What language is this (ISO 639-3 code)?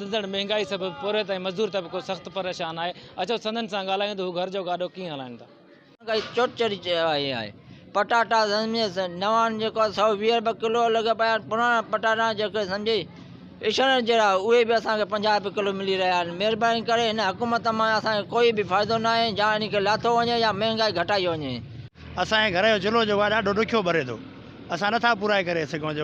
snd